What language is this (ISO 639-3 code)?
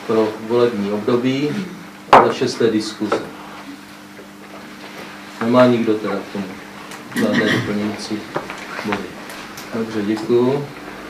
ces